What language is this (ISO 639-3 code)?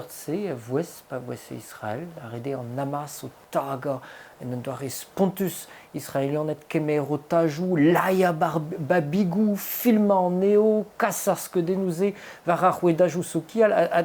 bre